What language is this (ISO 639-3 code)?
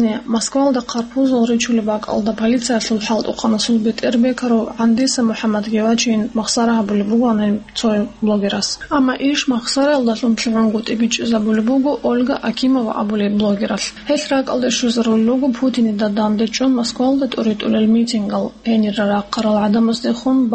ava